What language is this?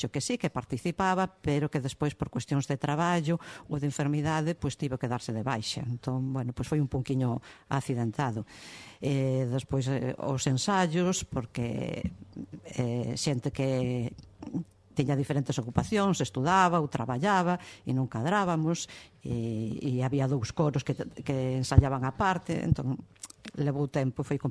Galician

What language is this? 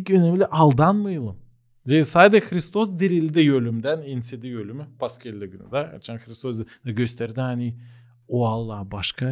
Gagauz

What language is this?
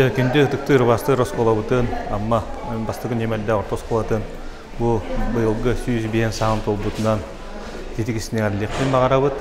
Yakut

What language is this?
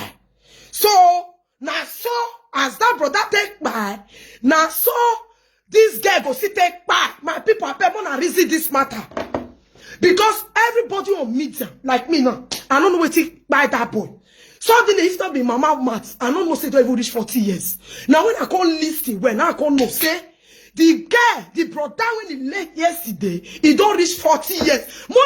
Nigerian Pidgin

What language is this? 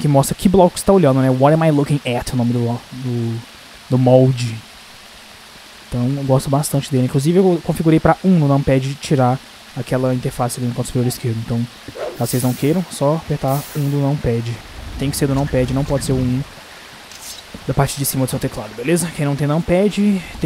Portuguese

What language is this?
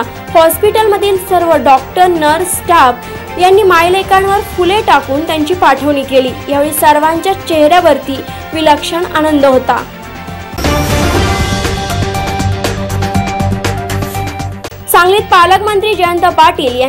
Marathi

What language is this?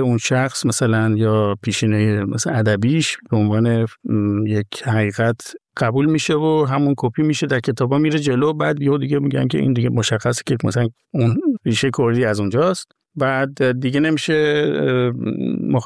Persian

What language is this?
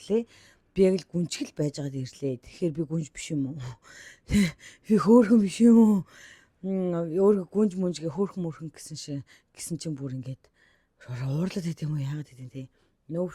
Mongolian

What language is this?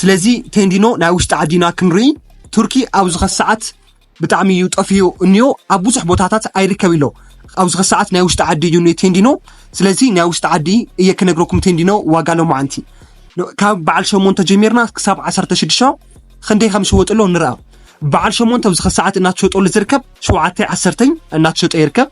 Tigrinya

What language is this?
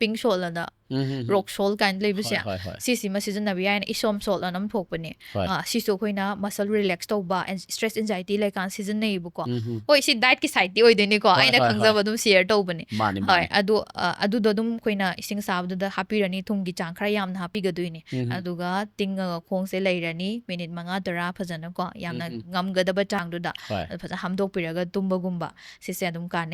Manipuri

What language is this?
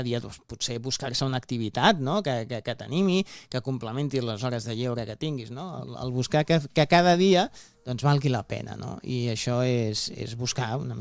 Catalan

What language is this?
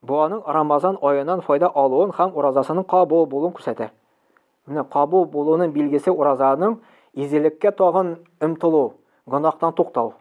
Tatar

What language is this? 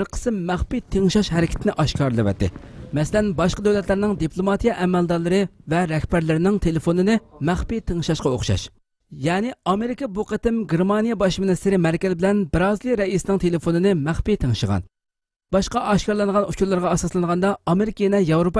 Uyghur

